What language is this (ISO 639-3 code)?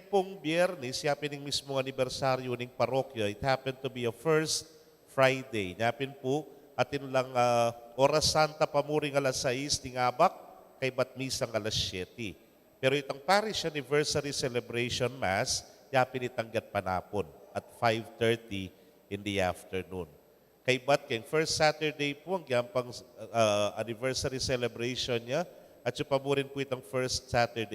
pam